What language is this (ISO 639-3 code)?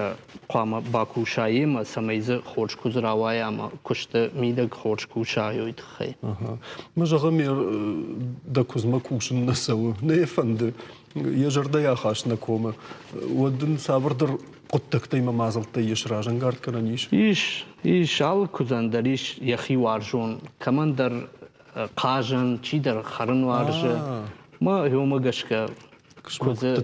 oss